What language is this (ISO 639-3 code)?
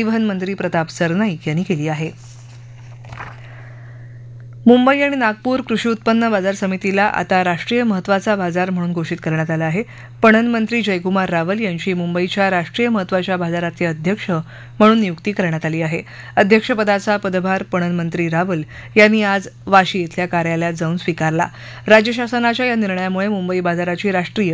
mar